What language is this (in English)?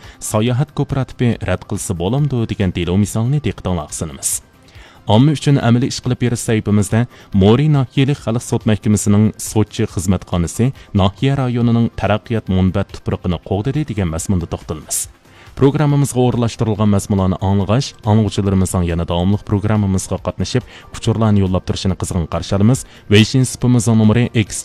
Uyghur